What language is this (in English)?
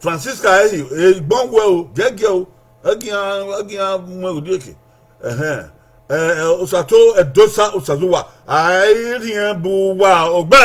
Bini